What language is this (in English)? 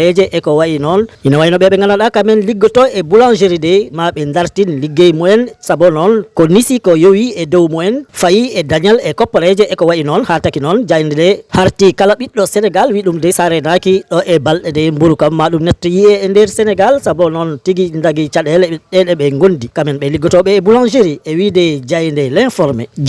Fula